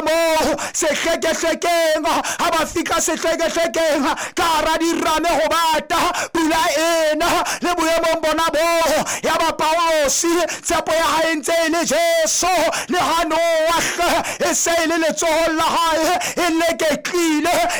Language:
Southern Sotho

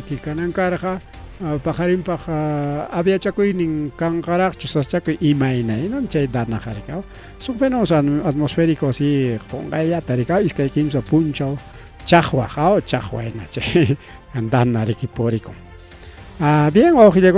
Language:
Ayacucho Quechua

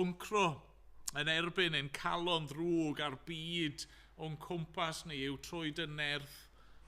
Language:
Welsh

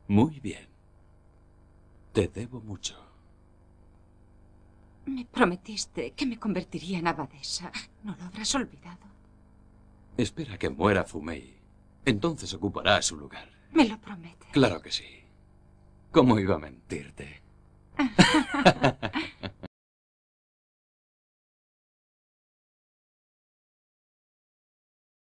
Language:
Spanish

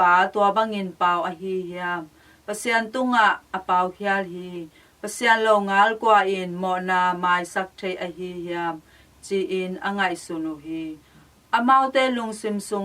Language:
Tedim Chin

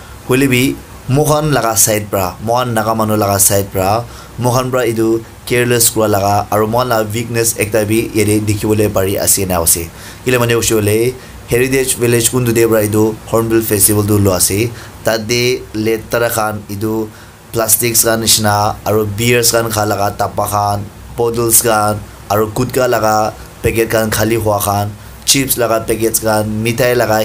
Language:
Naga Pidgin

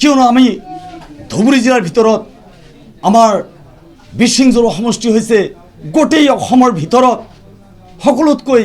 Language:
Assamese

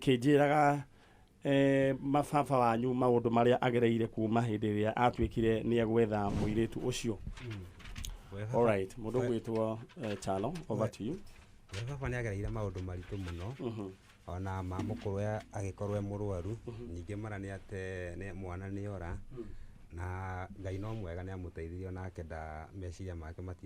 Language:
Kikuyu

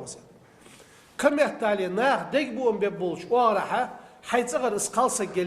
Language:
Ingush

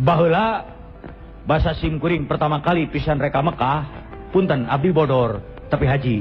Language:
Sundanese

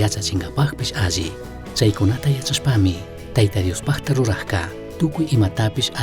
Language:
Chimborazo Highland Quichua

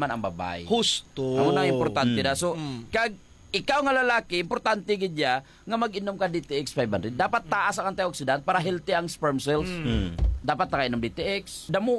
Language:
Hiligaynon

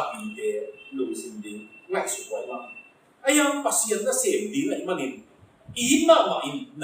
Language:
Tedim Chin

